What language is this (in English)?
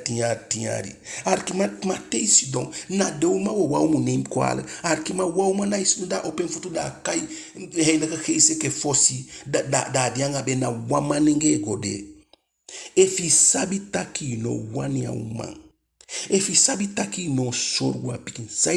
Eastern Maroon Creole